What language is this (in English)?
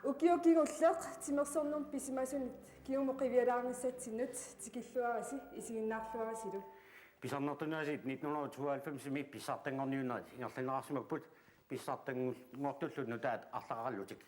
Kalaallisut